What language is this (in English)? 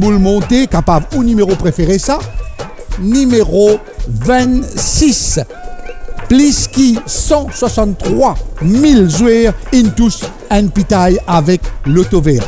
Morisyen